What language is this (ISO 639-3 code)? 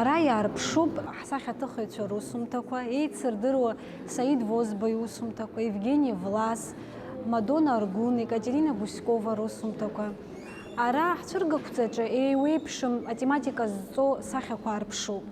abk